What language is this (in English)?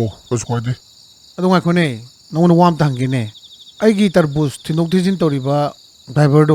Manipuri